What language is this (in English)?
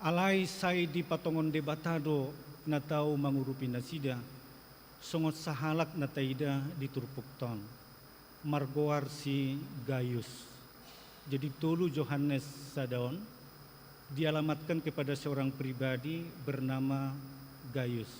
Batak Toba